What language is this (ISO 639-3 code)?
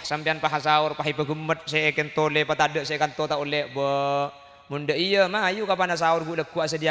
mad